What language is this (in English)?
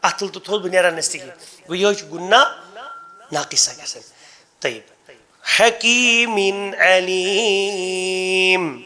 Kashmiri